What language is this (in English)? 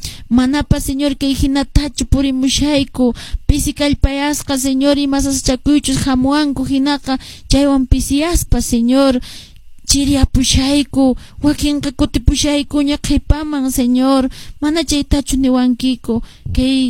Quechua